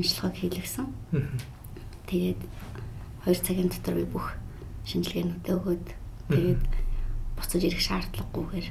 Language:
Mongolian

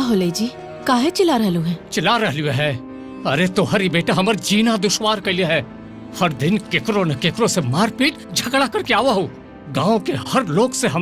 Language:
Magahi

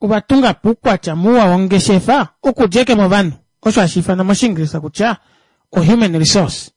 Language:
Kuanyama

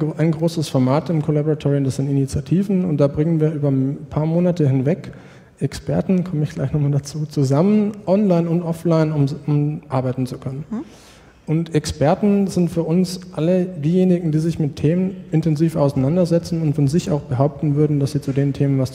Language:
German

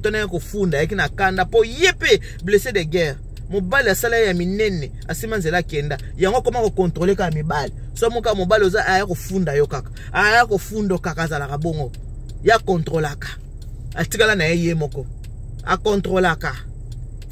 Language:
Lingala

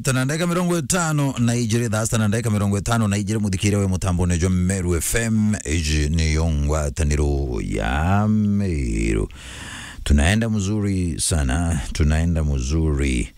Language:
Meru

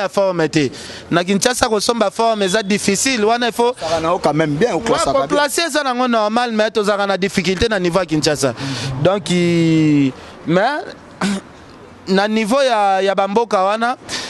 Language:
Lingala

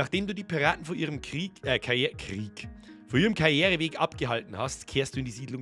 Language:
Bavarian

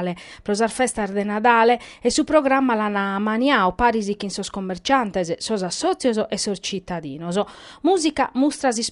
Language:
Sardinian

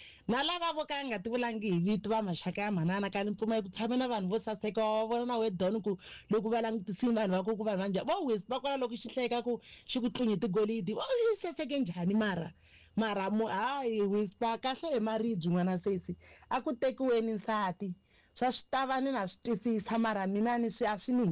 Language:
Tsonga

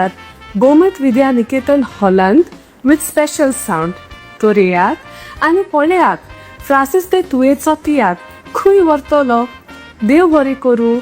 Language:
Konkani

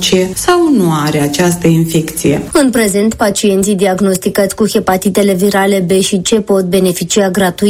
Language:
Romanian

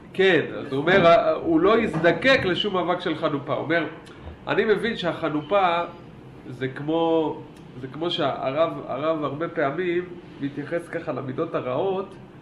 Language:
Hebrew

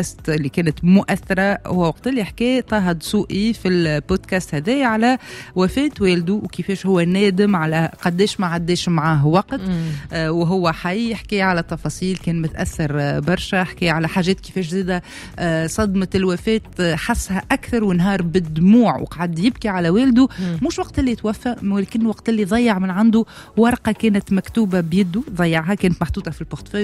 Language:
Tunisian Arabic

